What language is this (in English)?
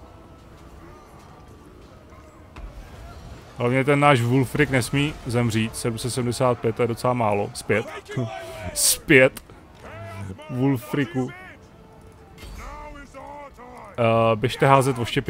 Czech